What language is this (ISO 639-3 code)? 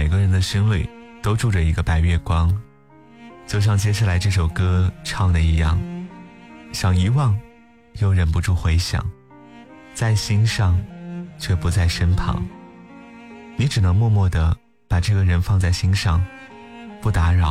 zho